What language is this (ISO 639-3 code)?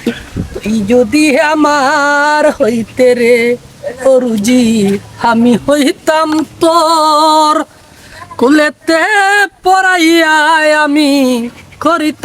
syl